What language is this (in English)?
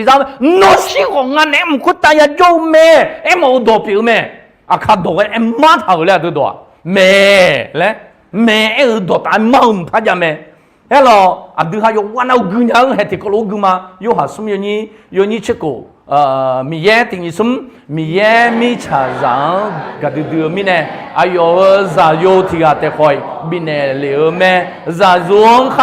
Akha